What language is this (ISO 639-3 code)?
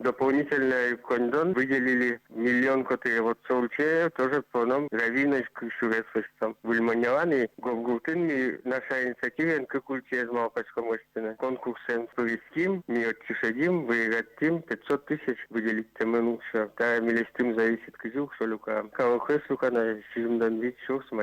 udm